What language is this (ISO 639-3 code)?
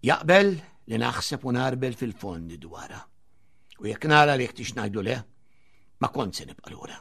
mlt